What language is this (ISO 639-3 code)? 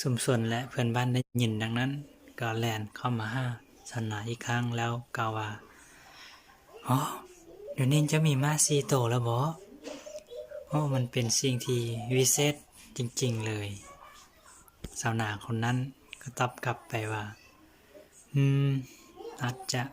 lao